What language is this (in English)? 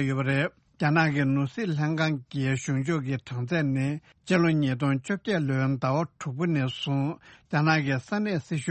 Tibetan